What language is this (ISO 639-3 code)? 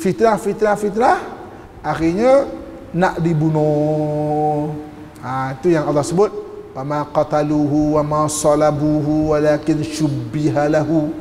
msa